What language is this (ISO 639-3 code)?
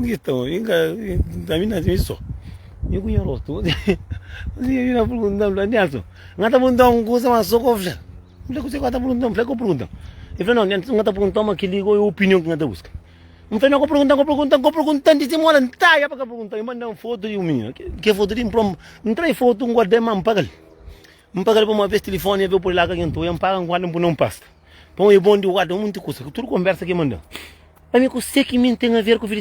kea